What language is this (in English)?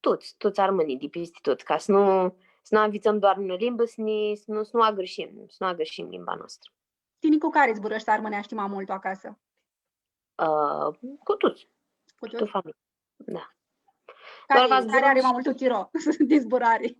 Aromanian